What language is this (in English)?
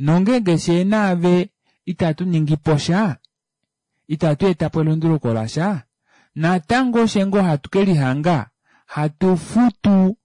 Kuanyama